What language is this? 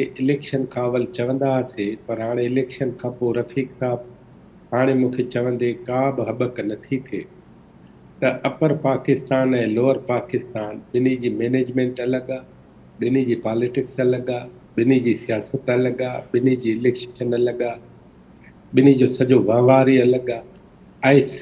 Sindhi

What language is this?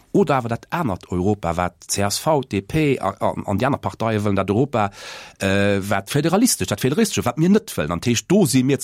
Luxembourgish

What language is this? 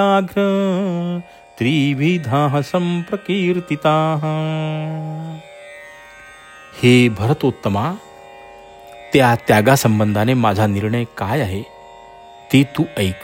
Marathi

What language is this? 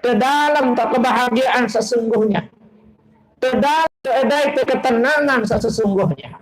Sasak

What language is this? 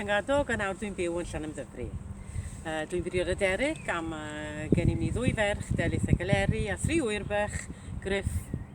Welsh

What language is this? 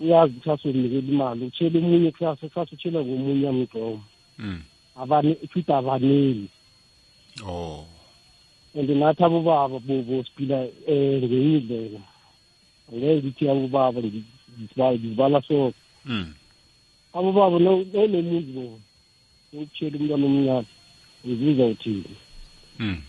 South Ndebele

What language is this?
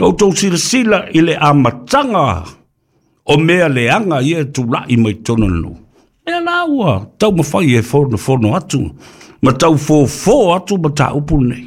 Samoan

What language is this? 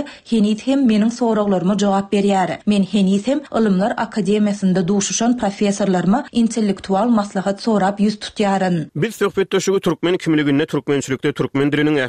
Turkmen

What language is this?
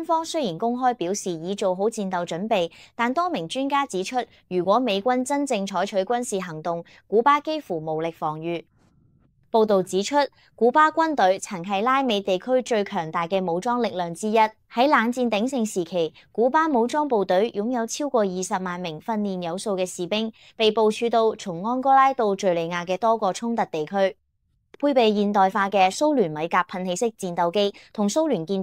Cantonese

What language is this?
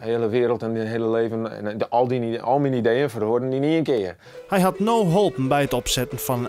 Western Frisian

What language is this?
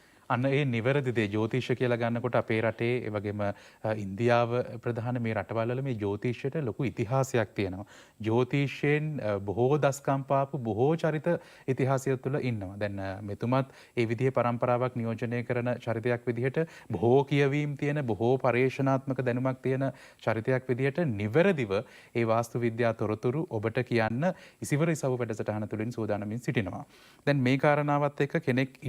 Sinhala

